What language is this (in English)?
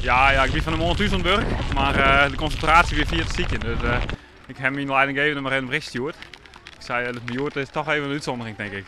Western Frisian